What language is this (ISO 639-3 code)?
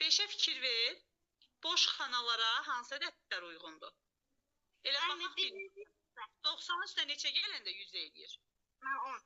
aze